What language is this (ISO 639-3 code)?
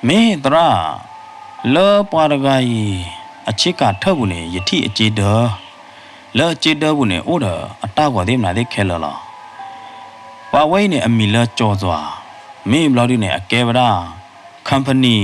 ksw